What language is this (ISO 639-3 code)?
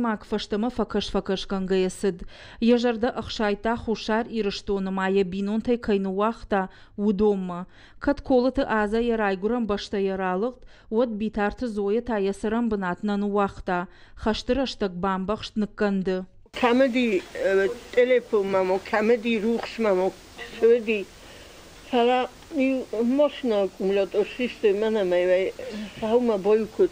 oss